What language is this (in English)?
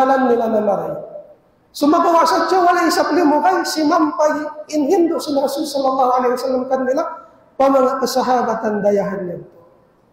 Tausug